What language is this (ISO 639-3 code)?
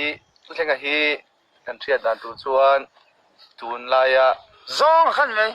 lus